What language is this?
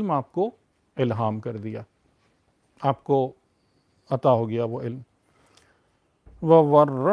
Urdu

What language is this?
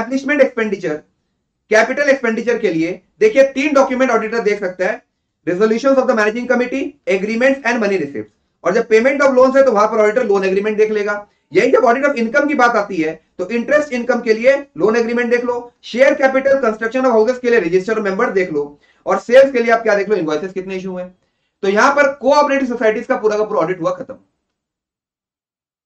Hindi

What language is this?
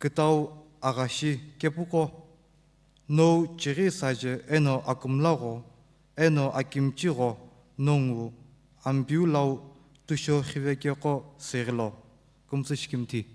Sumi Naga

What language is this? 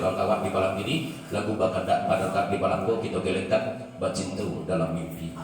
Minangkabau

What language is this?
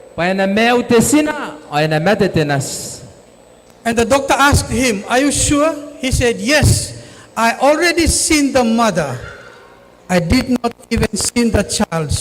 Gilbertese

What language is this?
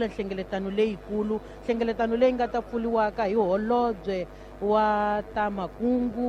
Tsonga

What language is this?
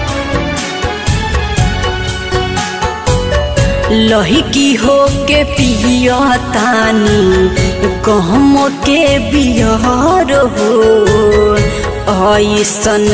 Bhojpuri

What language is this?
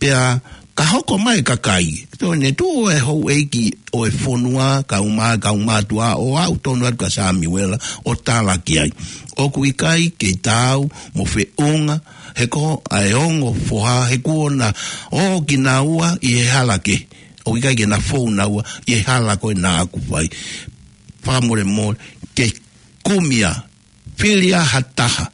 Tongan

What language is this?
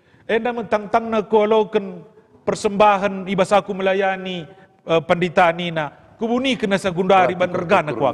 Batak Karo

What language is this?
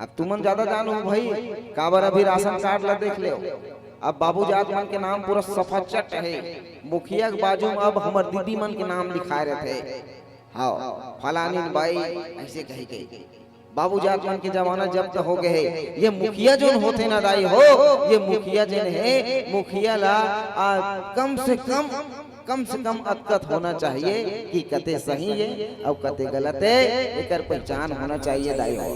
Chhattisgarhi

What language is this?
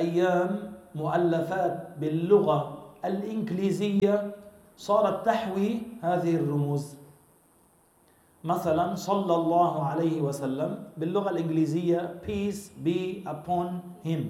Arabic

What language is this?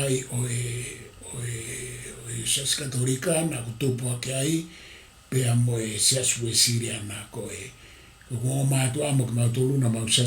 Tongan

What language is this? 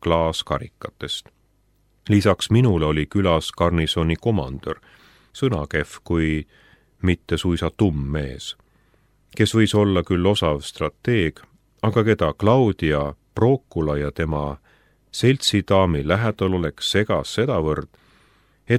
Estonian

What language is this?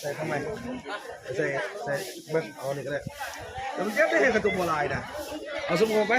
Northeastern Thai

